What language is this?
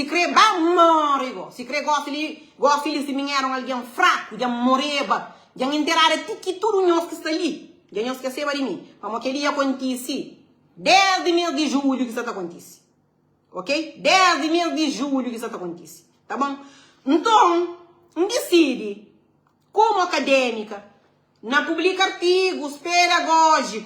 Kabuverdianu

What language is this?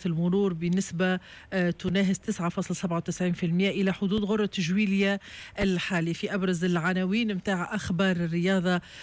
Tunisian Arabic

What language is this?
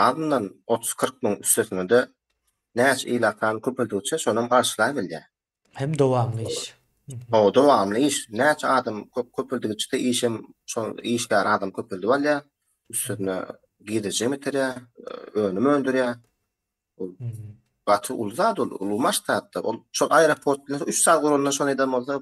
Turkmen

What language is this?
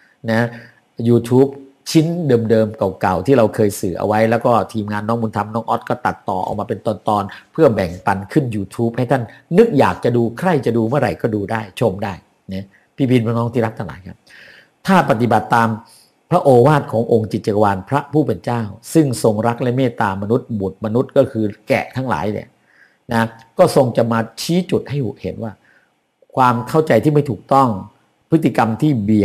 Thai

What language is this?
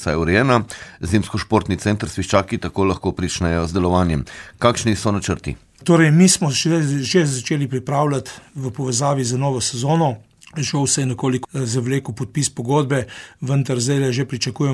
Slovenian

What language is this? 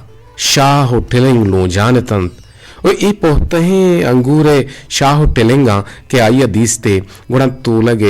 Eastern Balochi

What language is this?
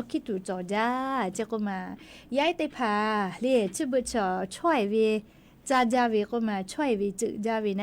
Lahu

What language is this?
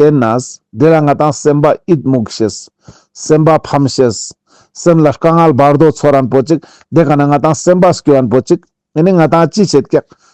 Ladakhi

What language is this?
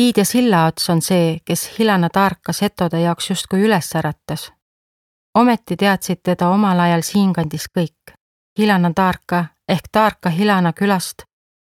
Estonian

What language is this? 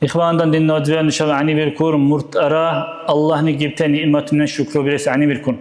Dargwa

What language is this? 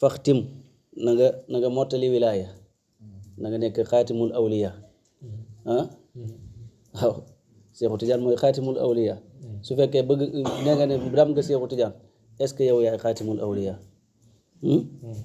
Wolof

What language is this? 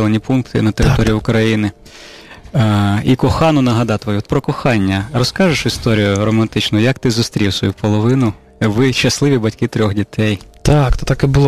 Ukrainian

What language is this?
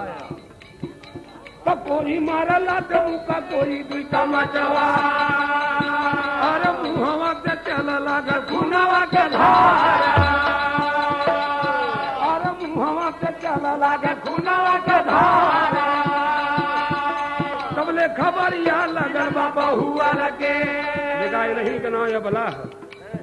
Bhojpuri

